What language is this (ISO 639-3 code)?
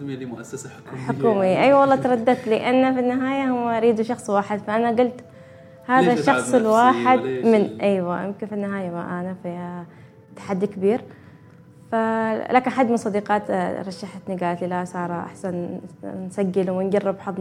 afb